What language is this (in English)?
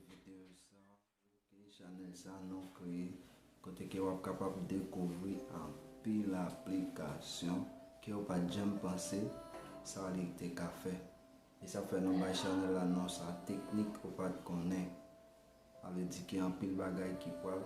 Haitian Creole